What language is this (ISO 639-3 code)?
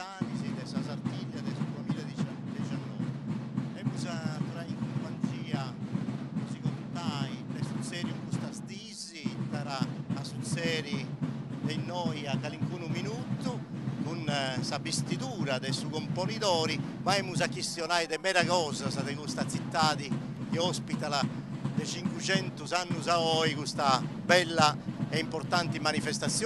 srd